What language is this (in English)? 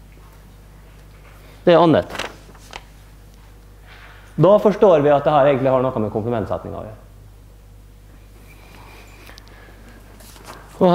Norwegian